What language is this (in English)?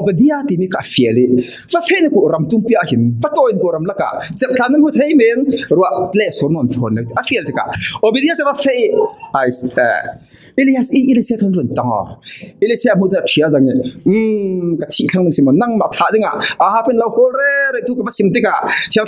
Falam Chin